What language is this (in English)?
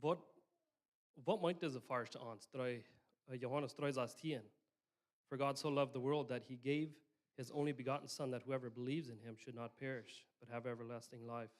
Plautdietsch